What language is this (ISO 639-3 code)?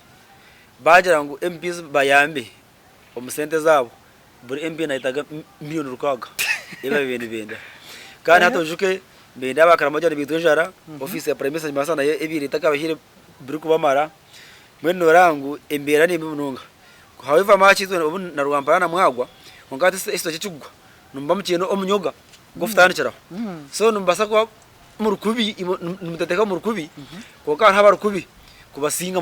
nyn